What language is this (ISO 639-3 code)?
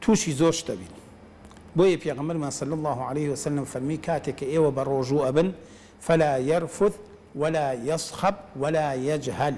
ckb